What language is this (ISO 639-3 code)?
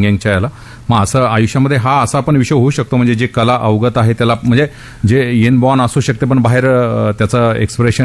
mar